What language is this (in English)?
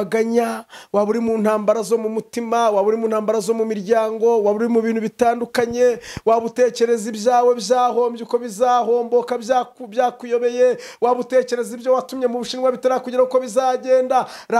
Kinyarwanda